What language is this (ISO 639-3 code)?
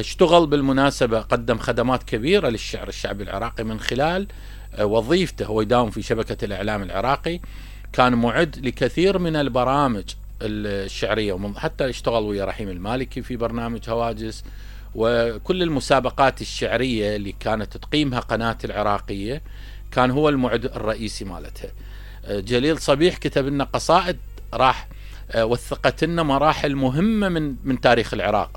acm